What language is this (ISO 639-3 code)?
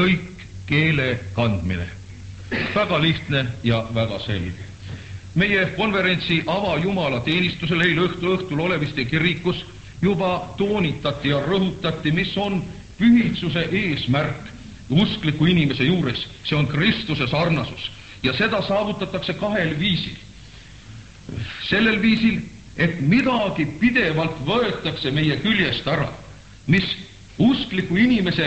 est